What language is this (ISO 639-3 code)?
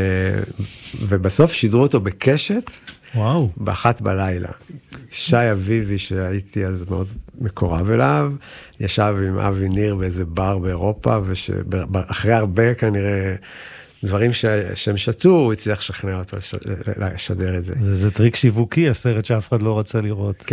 heb